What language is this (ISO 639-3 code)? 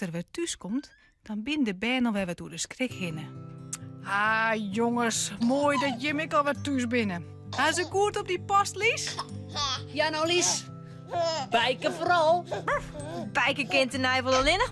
fry